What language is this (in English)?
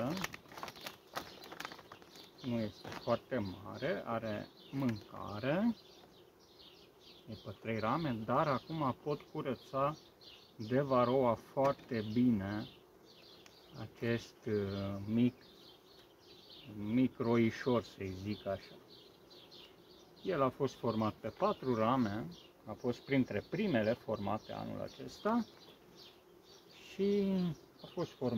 Romanian